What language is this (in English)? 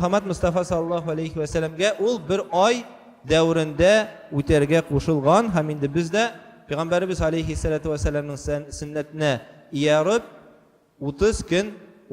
Tatar